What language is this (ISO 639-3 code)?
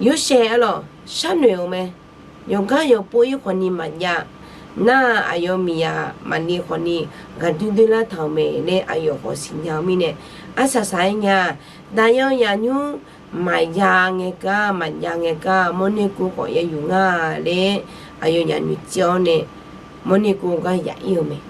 ahk